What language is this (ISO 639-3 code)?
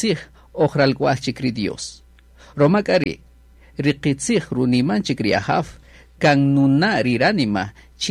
cak